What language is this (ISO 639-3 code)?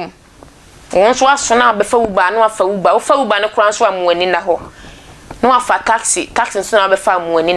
aka